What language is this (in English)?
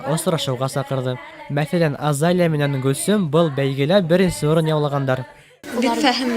Bashkir